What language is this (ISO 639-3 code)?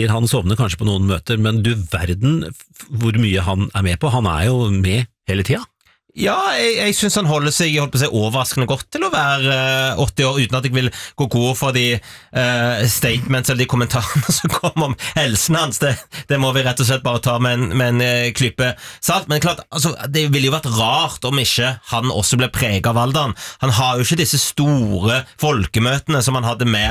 nor